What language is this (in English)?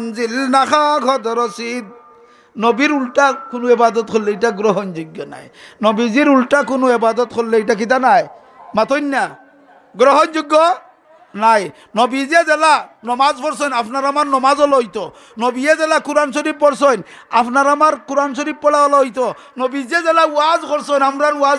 Sylheti